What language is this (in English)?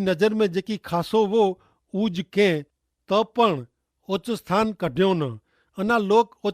Kachhi